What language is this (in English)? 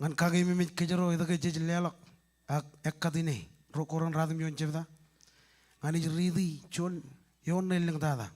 Marshallese